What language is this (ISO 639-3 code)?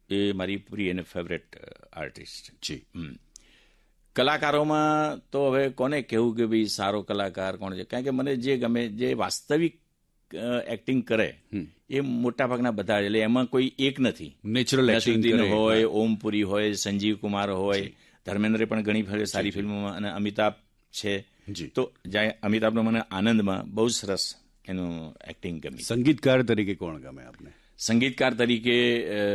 guj